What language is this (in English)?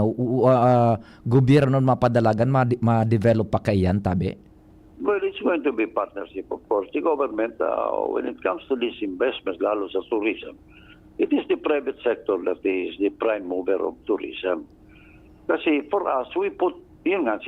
Bikol